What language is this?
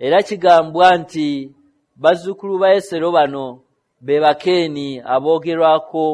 Ganda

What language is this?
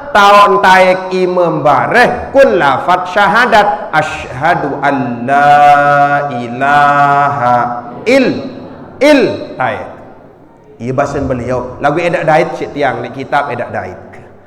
Sasak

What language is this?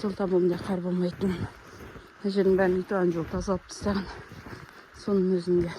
Kazakh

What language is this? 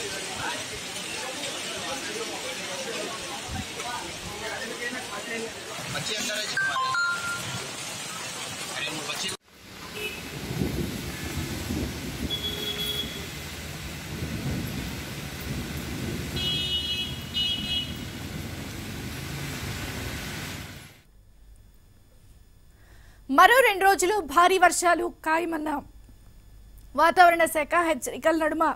Telugu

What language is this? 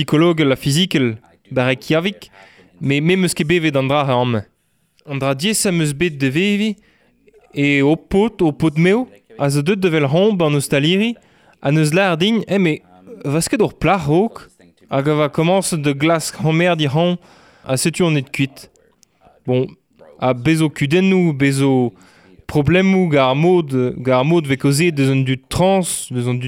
Breton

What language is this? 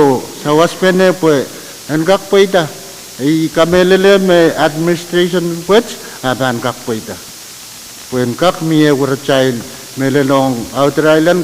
Pohnpeian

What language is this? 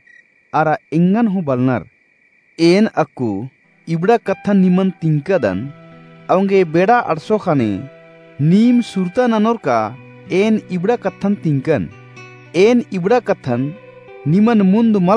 Kurukh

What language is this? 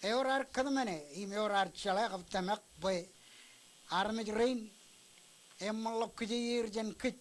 Marshallese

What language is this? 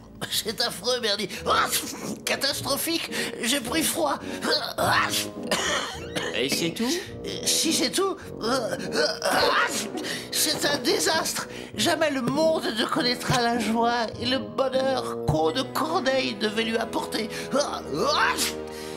French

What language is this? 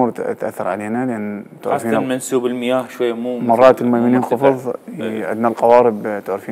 Mesopotamian Arabic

